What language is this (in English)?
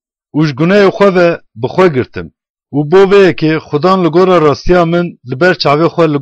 Kurdish